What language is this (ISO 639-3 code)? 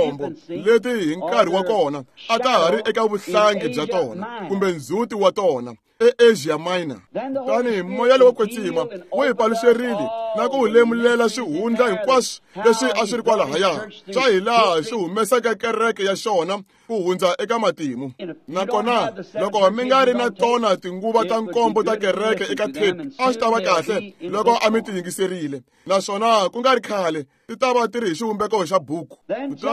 tso